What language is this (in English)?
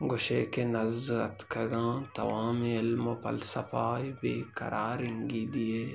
Baluchi